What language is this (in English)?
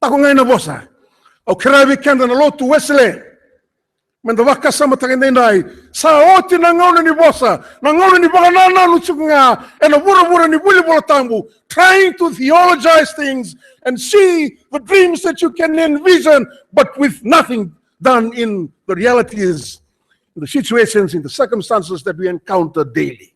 Fijian